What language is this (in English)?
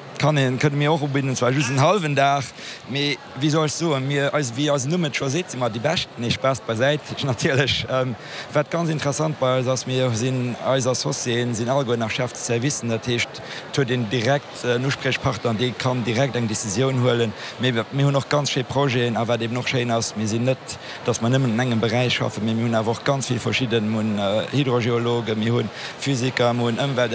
Luxembourgish